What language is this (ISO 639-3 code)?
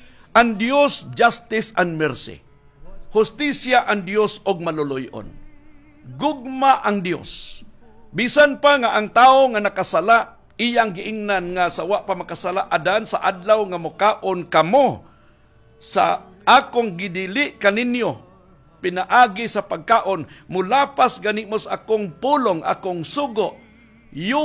ceb